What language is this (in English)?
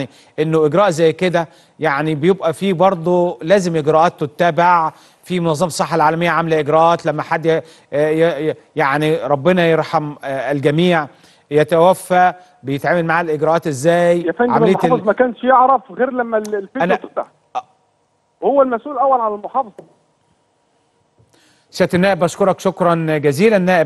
Egyptian Arabic